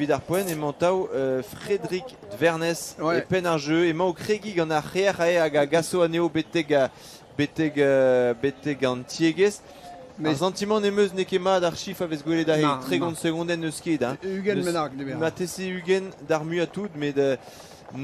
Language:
Breton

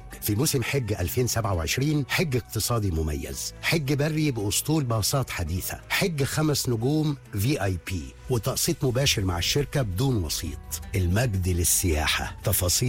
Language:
Egyptian Arabic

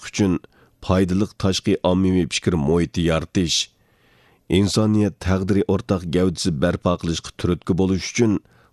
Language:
Uyghur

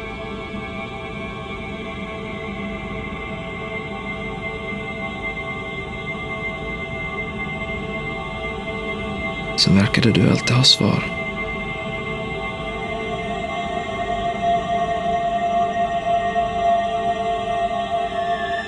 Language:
Swedish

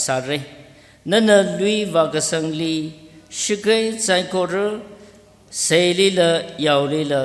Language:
Tangkhul Naga (India)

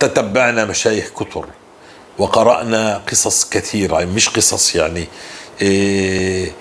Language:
North Levantine Arabic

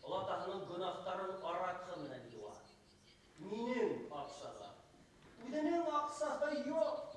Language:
Bashkir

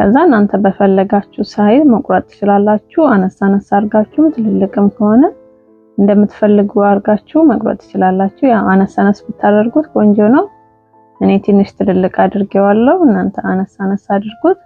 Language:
Amharic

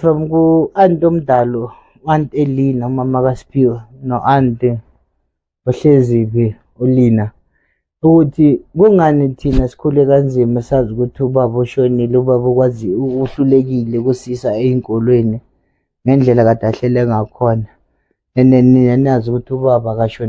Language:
Zulu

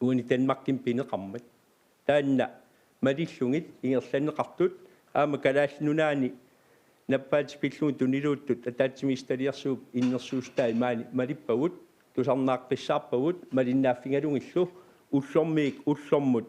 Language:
Kalaallisut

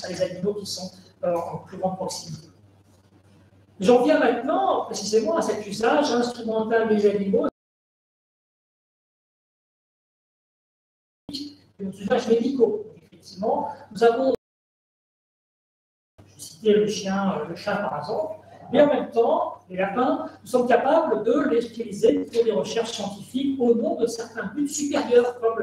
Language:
French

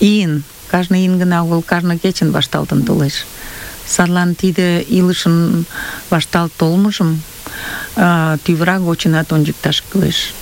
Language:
Mari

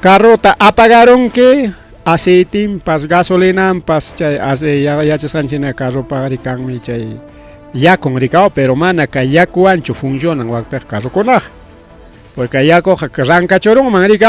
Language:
Ayacucho Quechua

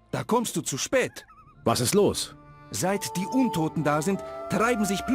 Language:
Bavarian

